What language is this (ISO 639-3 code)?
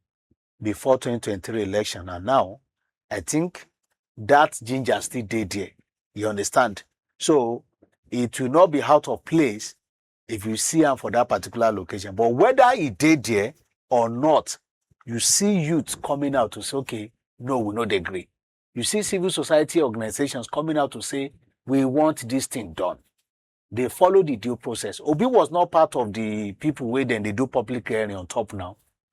pcm